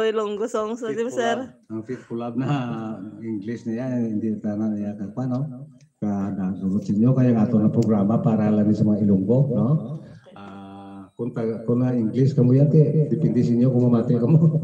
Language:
Hiligaynon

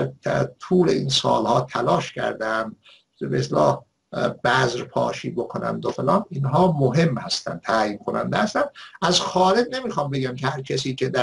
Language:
Persian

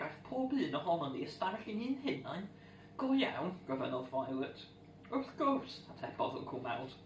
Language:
Welsh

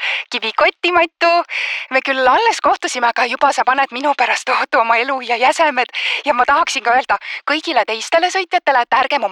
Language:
Estonian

